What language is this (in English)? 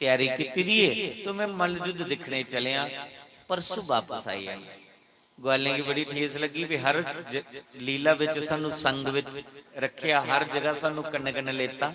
Dogri